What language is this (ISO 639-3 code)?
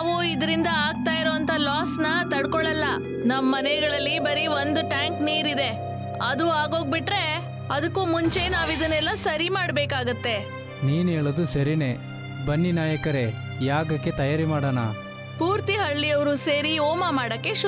kan